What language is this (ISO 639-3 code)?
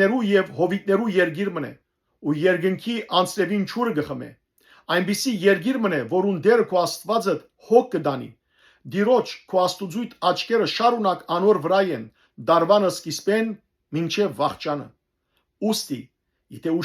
hyw